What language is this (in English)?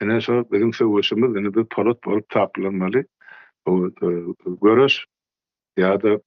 Turkmen